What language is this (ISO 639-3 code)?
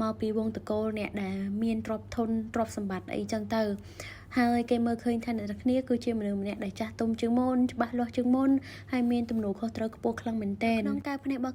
khm